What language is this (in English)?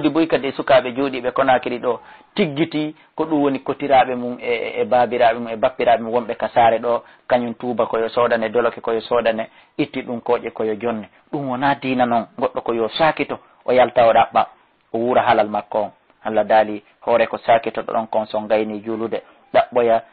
Fula